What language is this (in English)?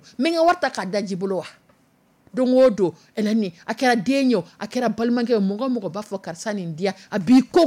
Dyula